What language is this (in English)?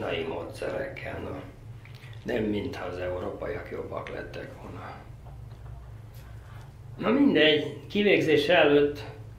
Hungarian